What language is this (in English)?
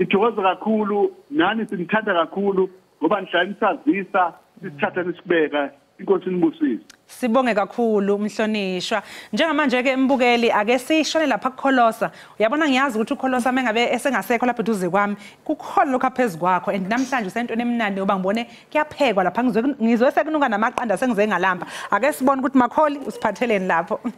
Zulu